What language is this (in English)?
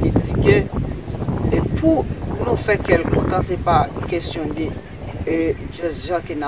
Haitian Creole